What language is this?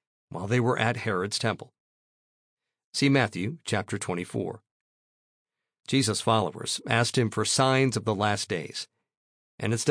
English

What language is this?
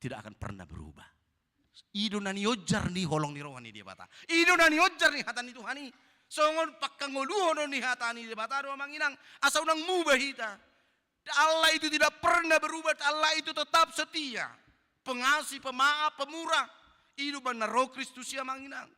Batak Toba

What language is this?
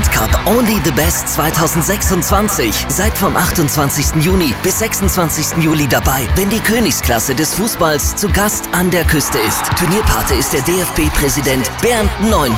German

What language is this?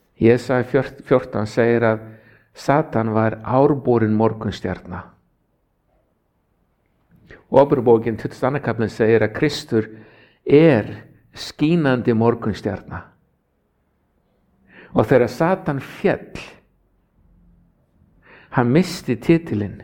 Icelandic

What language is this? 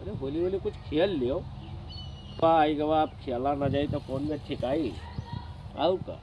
Awadhi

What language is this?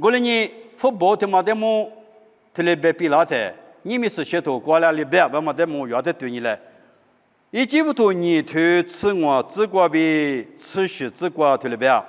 Lisu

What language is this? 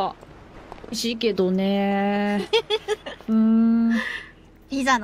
Japanese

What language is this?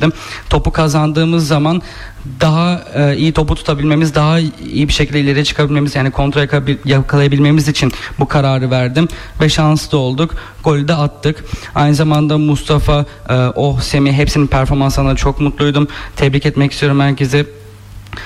Turkish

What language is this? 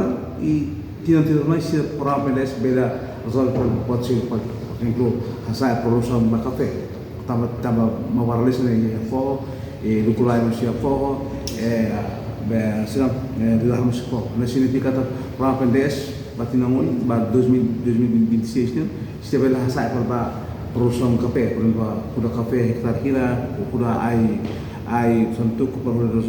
Tetum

